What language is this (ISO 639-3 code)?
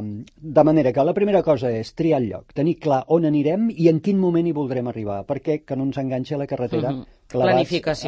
cat